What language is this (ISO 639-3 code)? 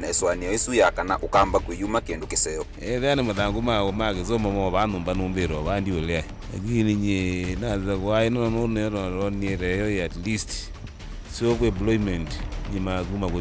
kam